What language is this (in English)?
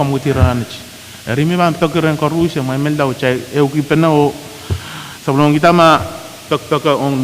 Pohnpeian